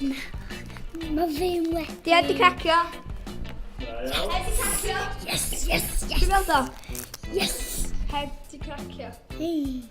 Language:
Welsh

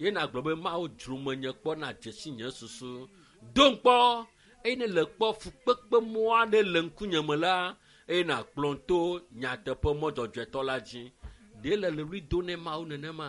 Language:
Ewe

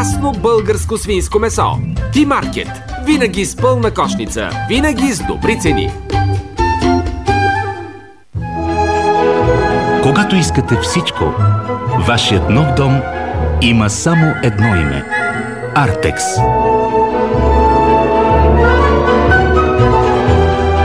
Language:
Bulgarian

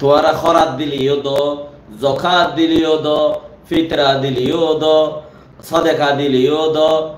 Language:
Rohingya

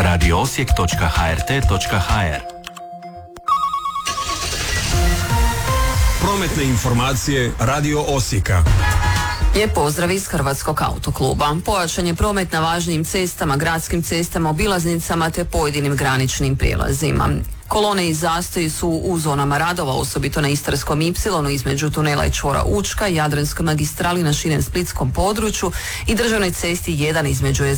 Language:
Croatian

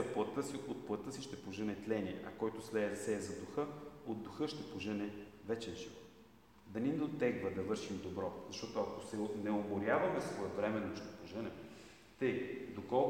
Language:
Bulgarian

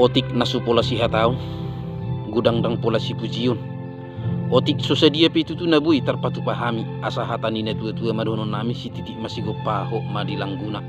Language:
Batak Toba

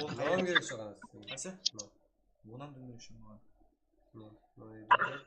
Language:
Kara-Kalpak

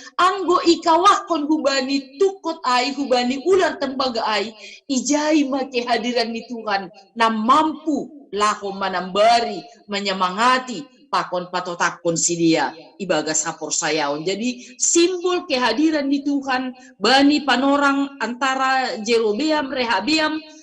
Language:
Batak Simalungun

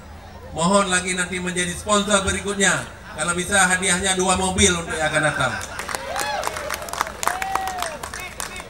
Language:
Indonesian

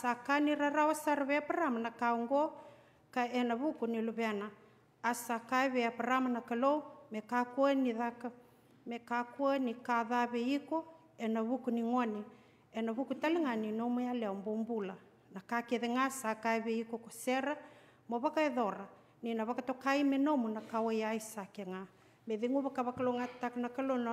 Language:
Fijian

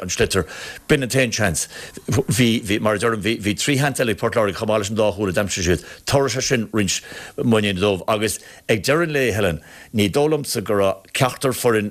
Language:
Irish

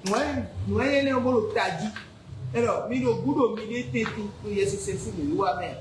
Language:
Fon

